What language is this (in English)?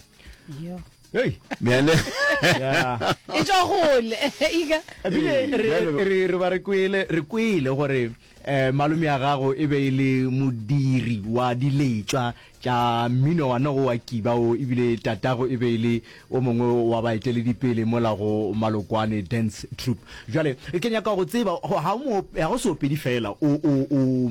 Northern Sotho